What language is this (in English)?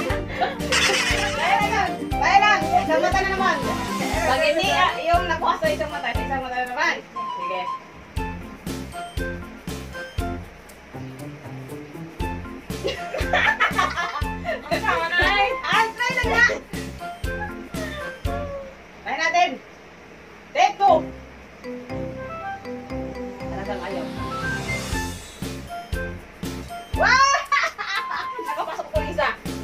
Filipino